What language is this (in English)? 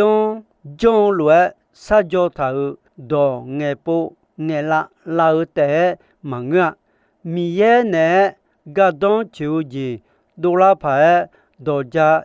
Akha